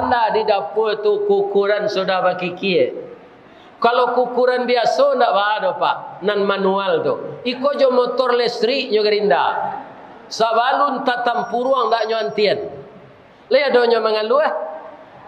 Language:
Minangkabau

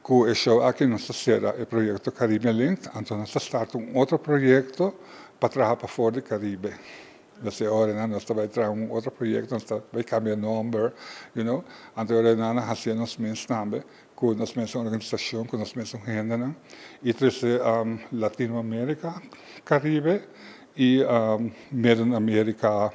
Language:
Papiamento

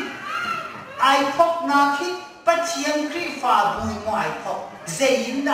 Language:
Hakha Chin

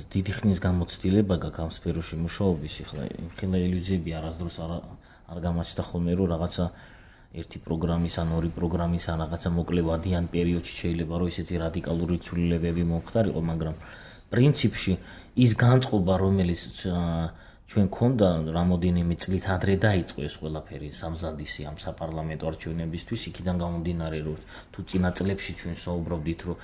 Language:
Georgian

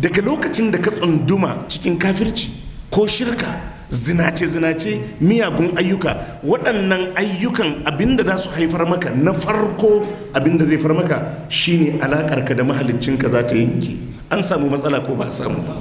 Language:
Hausa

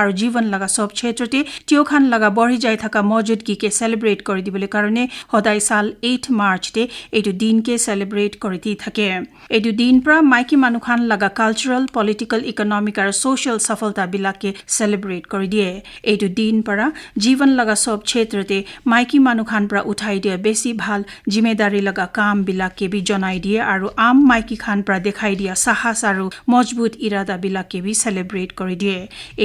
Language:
Naga Pidgin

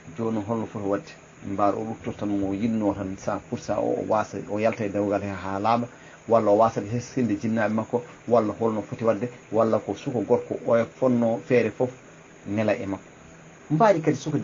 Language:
Fula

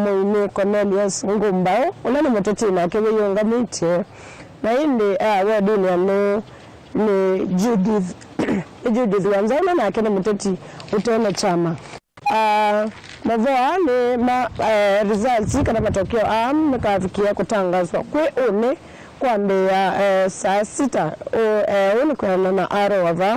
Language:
Kamba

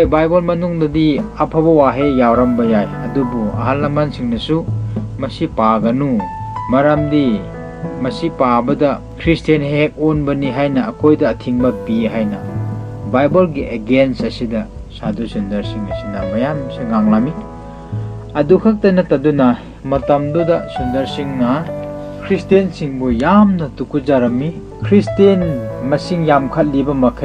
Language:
Manipuri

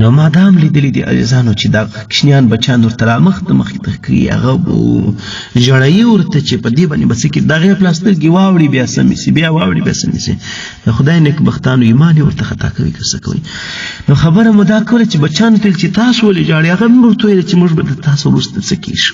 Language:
Pashto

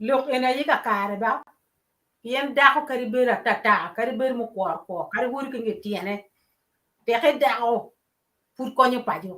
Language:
Acoli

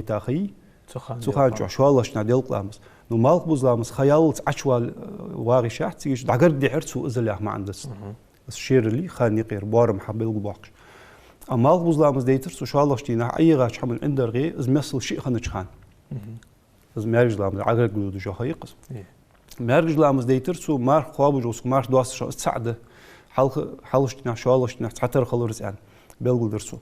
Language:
Ingush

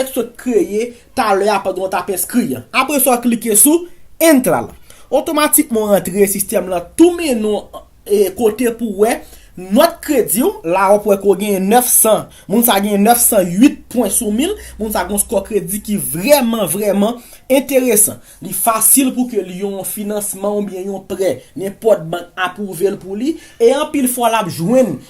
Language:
Haitian Creole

